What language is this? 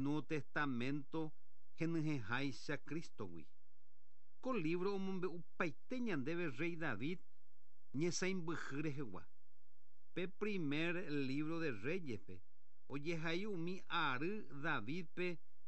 Guarani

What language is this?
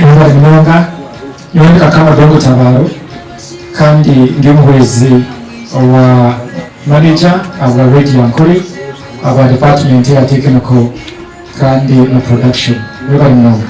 Nyankole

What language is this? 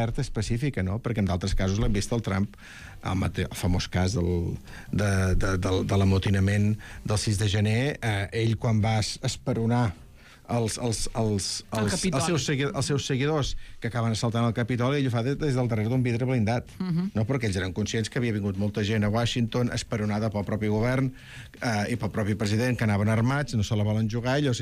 Catalan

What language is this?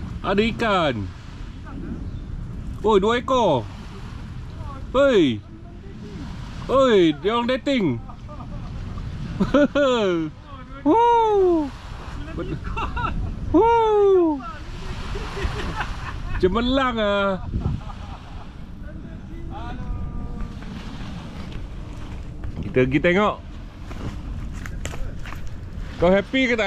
Malay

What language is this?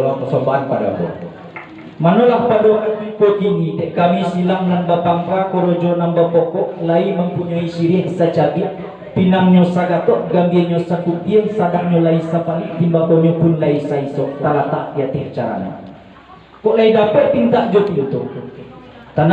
Minangkabau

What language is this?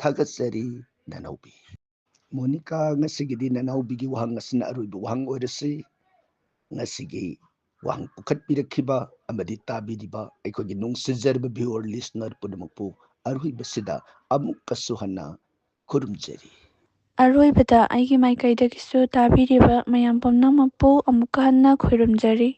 Manipuri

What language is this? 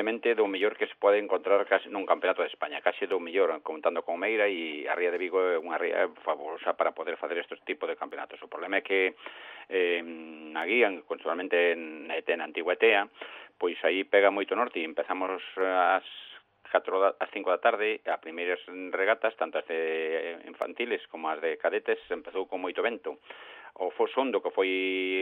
Galician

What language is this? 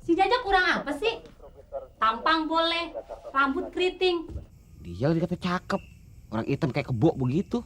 Betawi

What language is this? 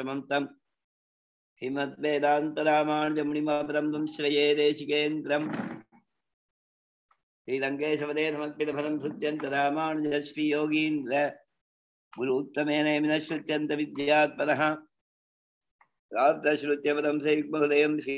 Tamil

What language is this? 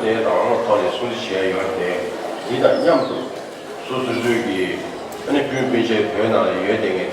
Tibetan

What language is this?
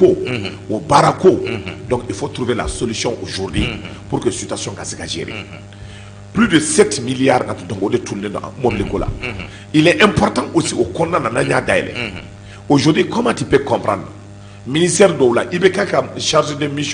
Bambara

